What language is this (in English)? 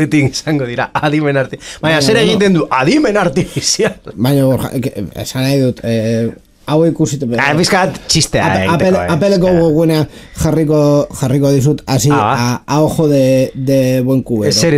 Basque